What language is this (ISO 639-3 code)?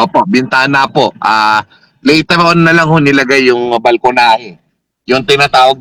fil